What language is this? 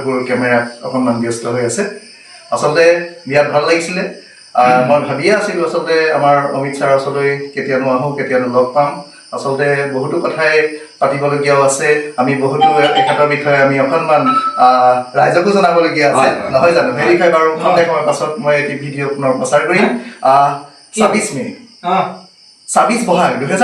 Assamese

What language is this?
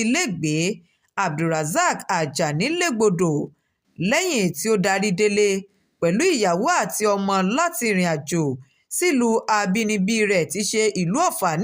Yoruba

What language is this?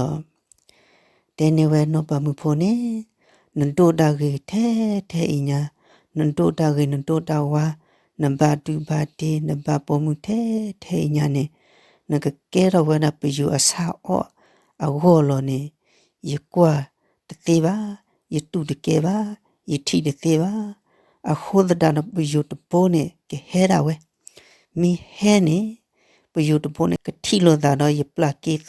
S'gaw Karen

